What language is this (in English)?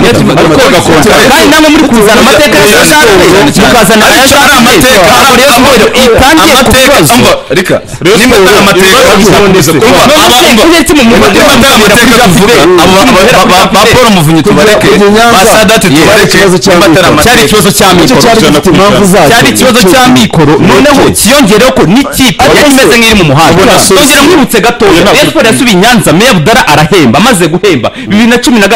Kinyarwanda